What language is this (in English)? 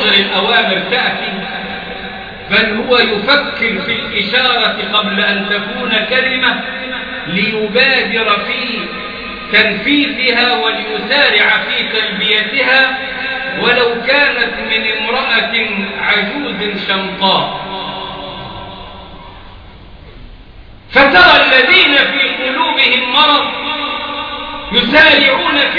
Arabic